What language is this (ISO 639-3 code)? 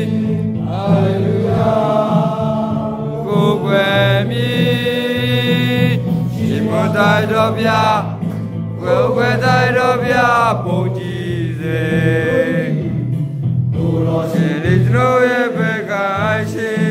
mya